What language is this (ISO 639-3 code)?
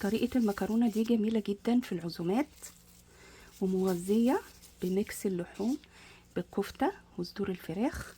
arz